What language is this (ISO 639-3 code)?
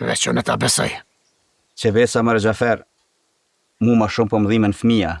sqi